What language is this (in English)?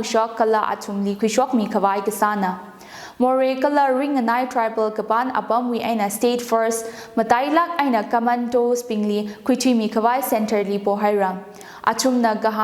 Tangkhul Naga (India)